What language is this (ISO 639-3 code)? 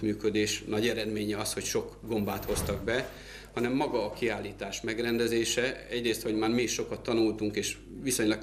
hun